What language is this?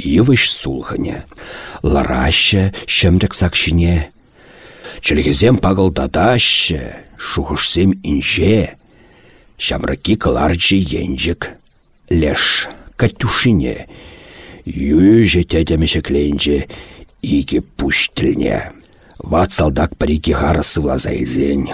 Chuvash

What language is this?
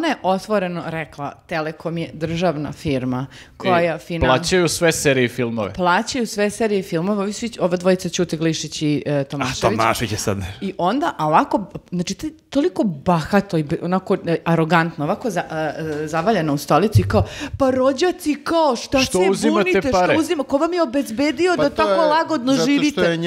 Serbian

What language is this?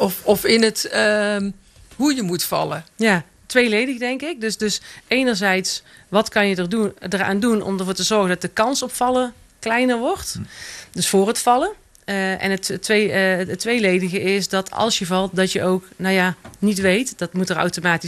Dutch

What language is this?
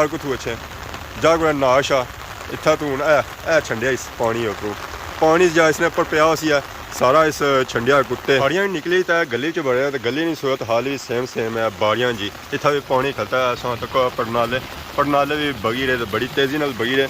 Pahari-Potwari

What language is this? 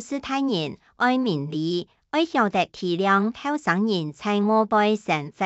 Hakka Chinese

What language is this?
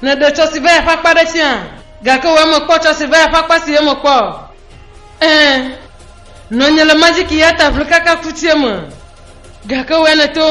Ewe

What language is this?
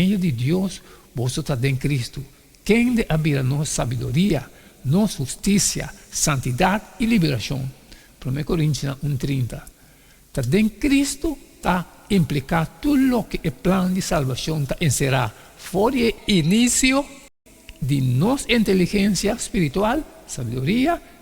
Papiamento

